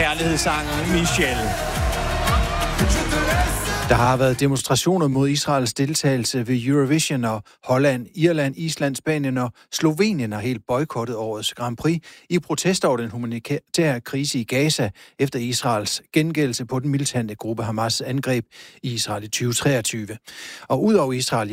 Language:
Danish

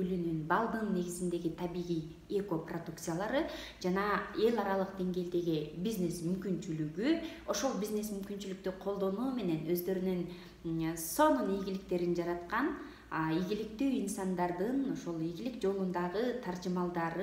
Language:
Kyrgyz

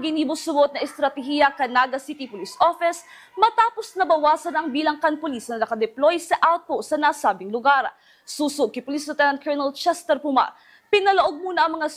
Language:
Bikol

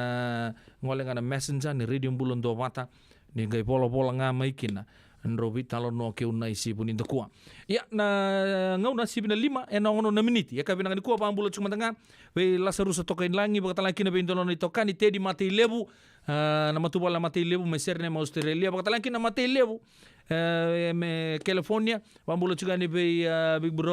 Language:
Fijian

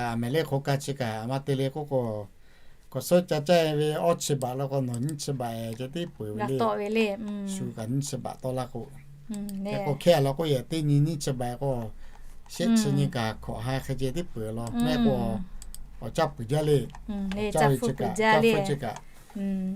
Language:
Lahu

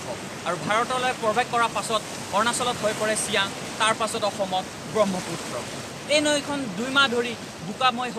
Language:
Assamese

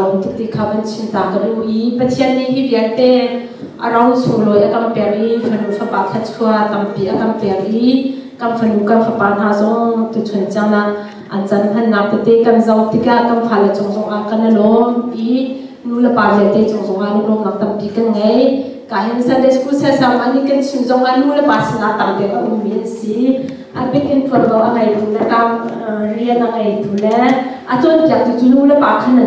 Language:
Hakha Chin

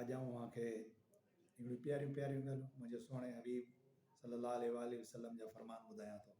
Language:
Sindhi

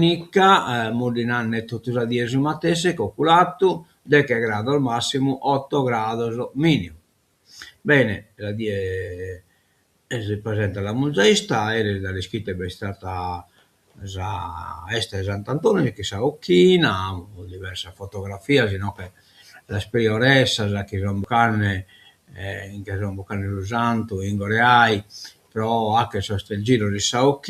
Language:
Sardinian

